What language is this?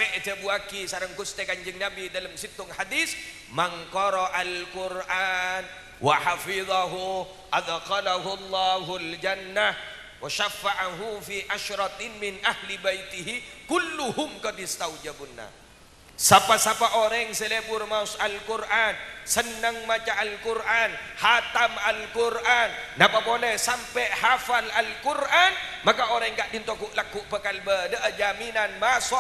Madurese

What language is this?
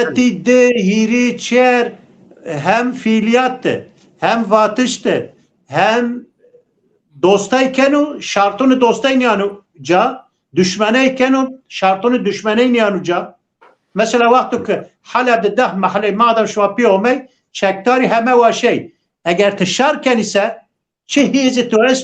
Zaza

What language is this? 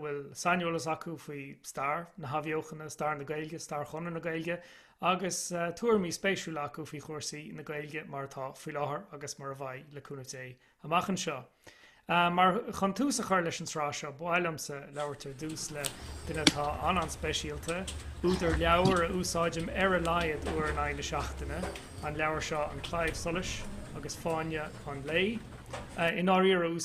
Irish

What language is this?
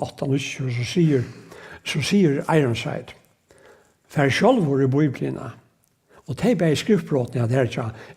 Faroese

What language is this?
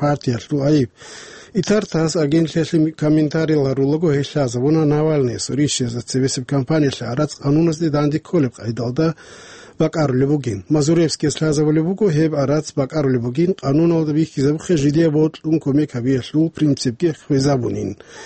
Avaric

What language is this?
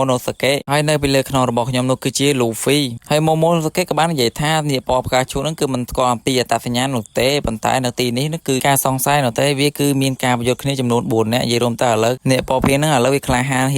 Khmer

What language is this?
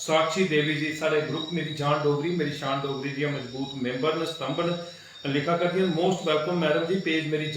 Dogri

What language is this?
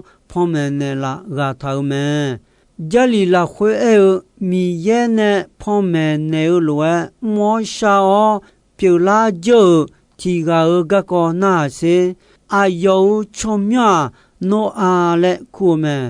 Akha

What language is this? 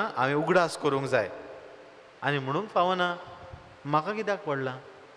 Konkani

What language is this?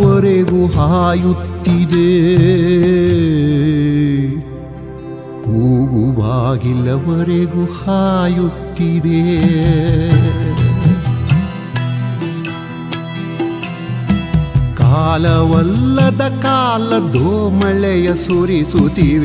Kannada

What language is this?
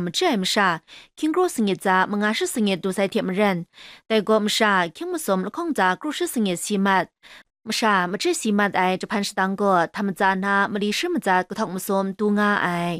Kachin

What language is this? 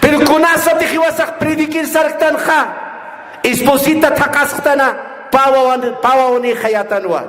Aymara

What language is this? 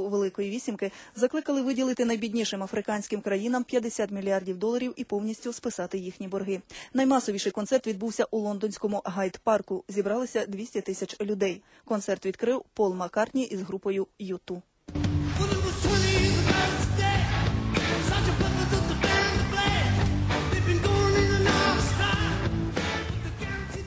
Ukrainian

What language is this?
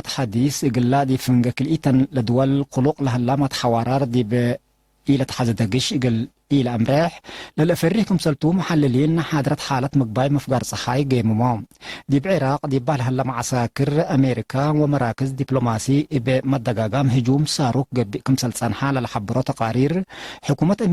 Tigre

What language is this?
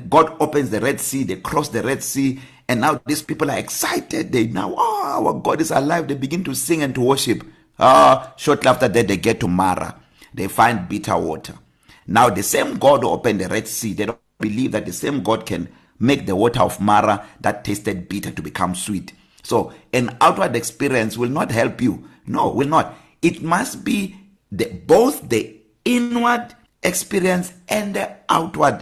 English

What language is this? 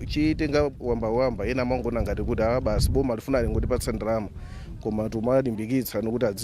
Nyanja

